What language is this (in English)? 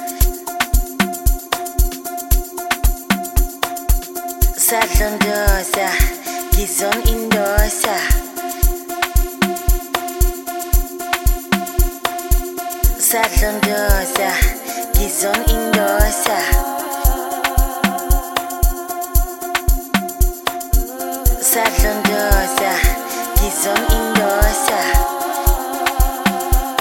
Zulu